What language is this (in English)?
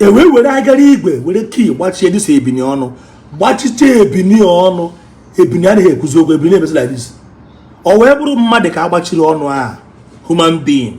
Igbo